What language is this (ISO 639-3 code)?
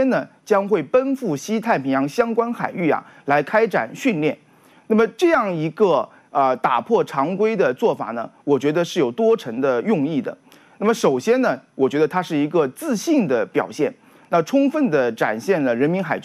zho